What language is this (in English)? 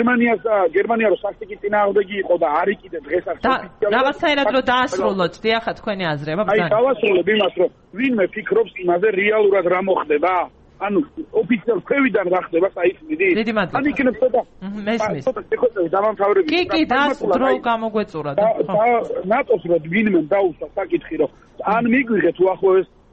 Georgian